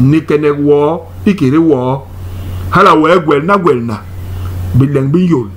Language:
Basaa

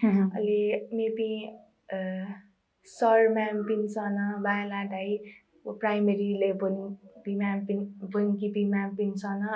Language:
Newari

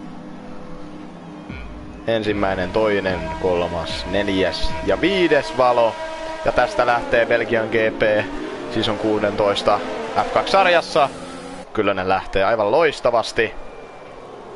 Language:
Finnish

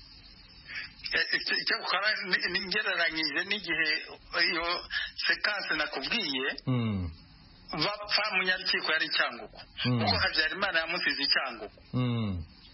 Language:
Kinyarwanda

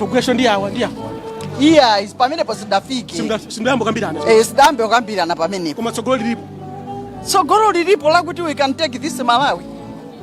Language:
Nyanja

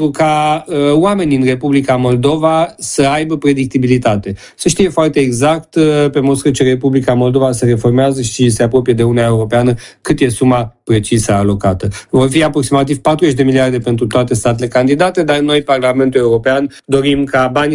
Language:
Romanian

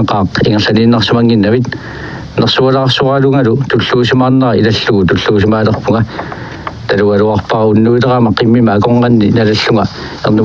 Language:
Kalaallisut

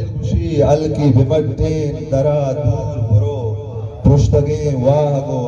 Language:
Eastern Balochi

